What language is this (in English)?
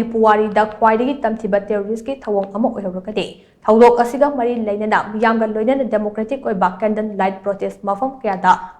Manipuri